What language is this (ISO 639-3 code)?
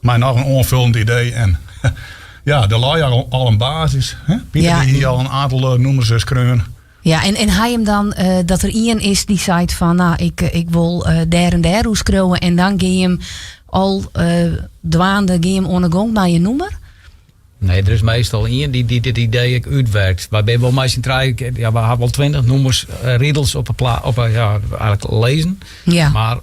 fry